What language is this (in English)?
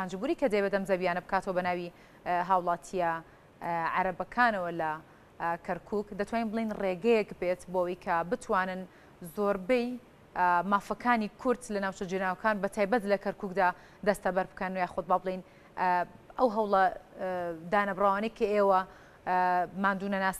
Central Kurdish